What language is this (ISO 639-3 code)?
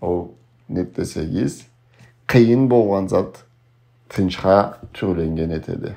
krc